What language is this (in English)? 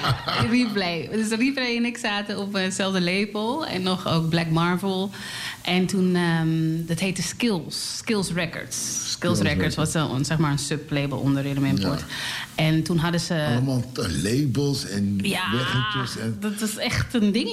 Dutch